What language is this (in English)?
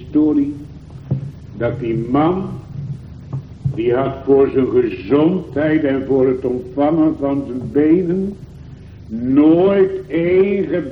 Dutch